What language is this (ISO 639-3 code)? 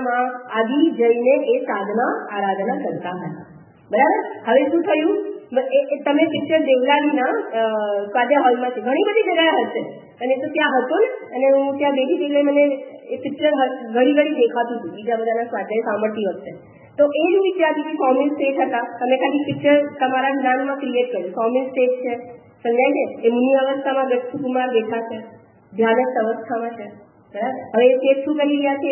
guj